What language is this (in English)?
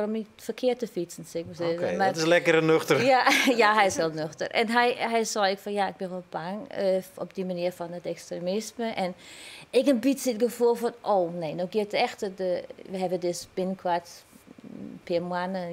Western Frisian